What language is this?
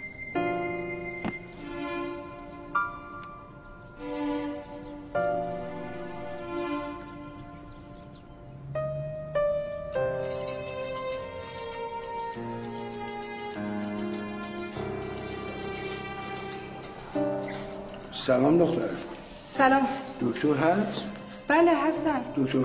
Persian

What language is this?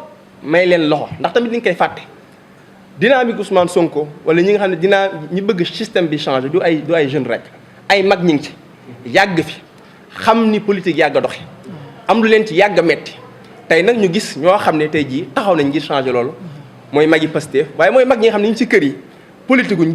Wolof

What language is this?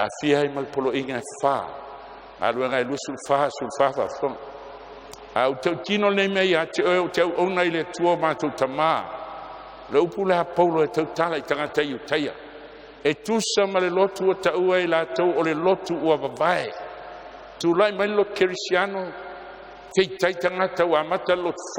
Samoan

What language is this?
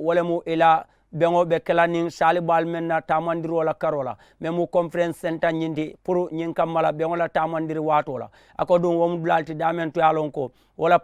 Mandingo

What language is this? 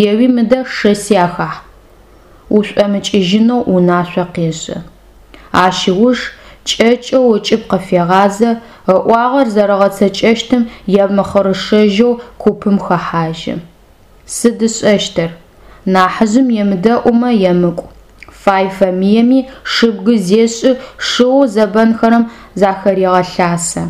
Adyghe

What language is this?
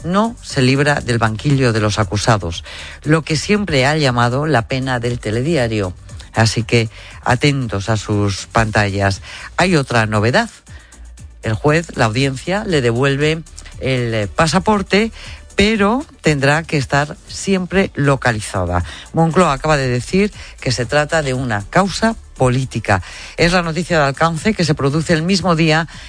Spanish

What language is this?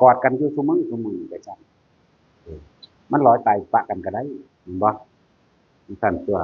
Northeastern Thai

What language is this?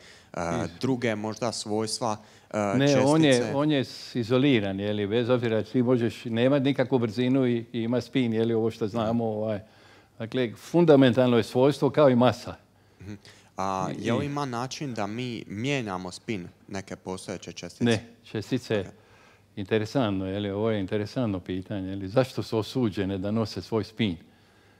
Croatian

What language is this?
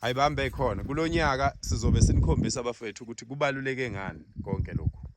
Zulu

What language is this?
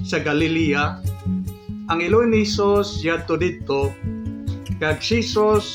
Hiligaynon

